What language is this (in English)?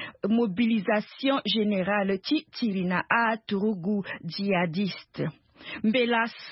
Sango